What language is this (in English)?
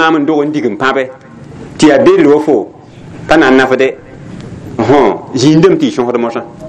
Mossi